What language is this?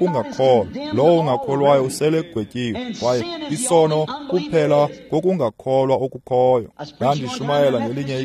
Xhosa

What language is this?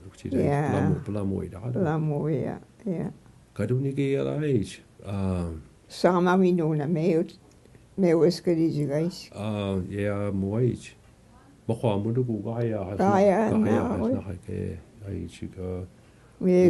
Mi'kmaw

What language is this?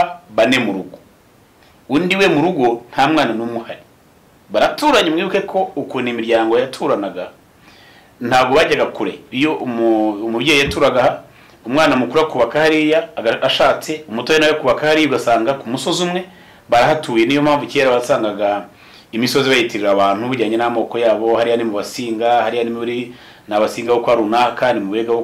Kinyarwanda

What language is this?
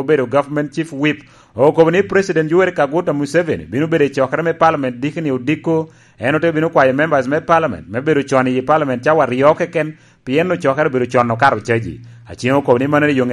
Lango (Uganda)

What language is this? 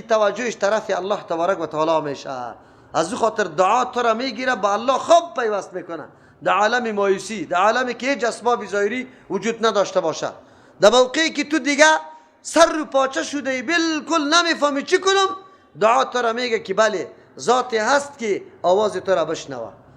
Persian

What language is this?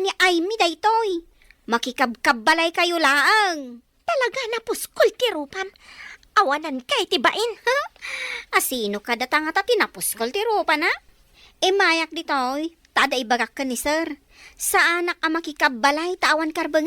Iloko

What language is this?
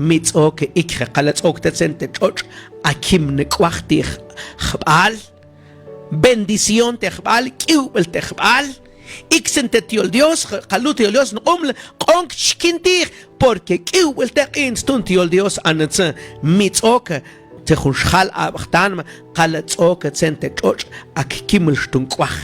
Mam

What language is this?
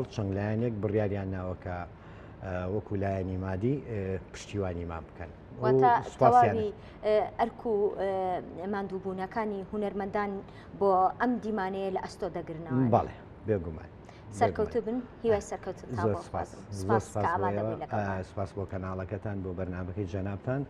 Central Kurdish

